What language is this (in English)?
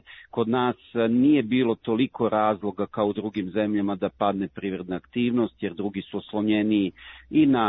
Serbian